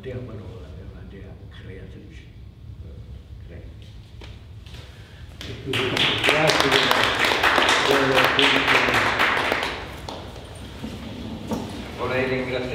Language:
Italian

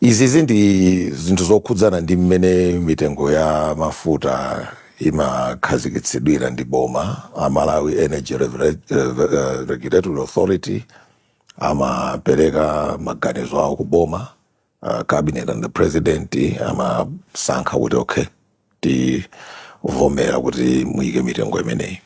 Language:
Nyanja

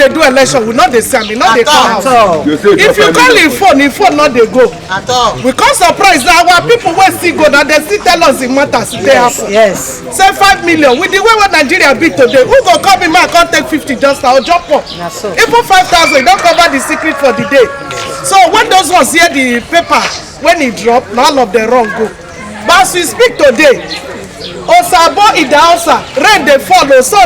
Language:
Nigerian Pidgin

